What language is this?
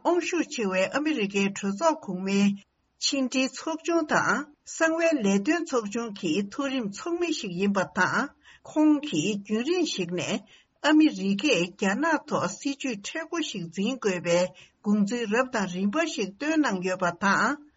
Tibetan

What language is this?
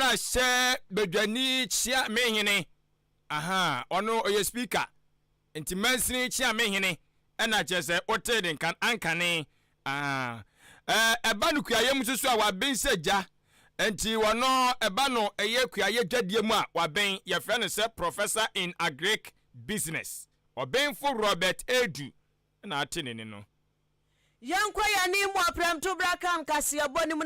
Akan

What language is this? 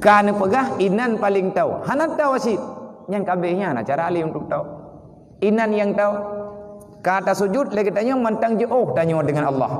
Achinese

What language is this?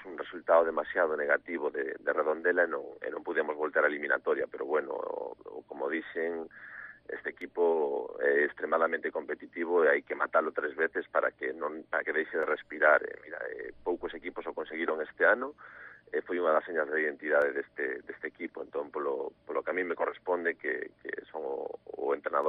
Galician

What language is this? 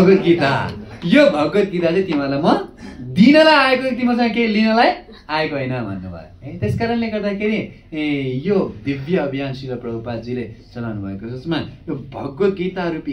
Nepali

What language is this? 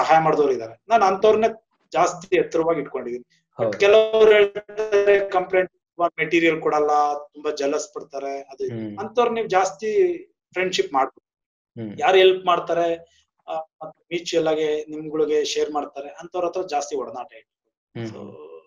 Kannada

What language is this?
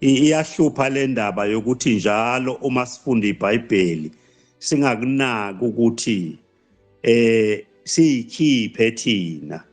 Zulu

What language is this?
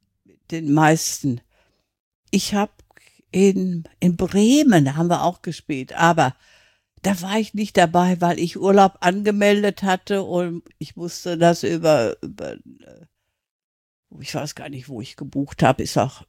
German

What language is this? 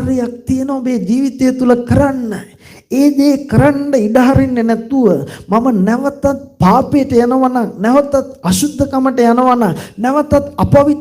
Sinhala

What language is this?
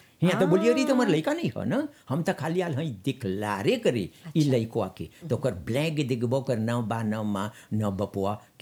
Bhojpuri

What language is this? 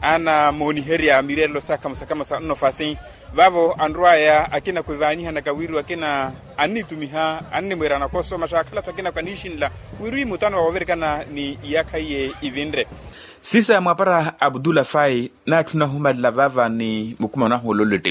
Makhuwa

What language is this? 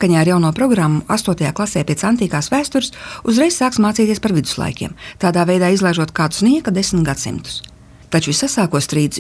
Latvian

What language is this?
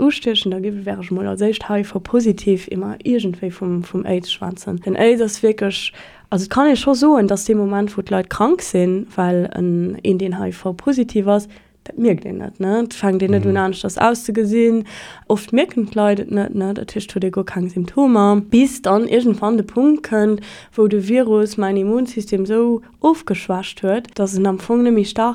Luxembourgish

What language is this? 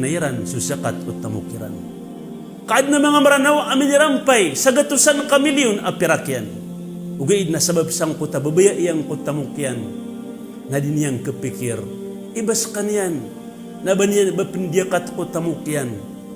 Maranao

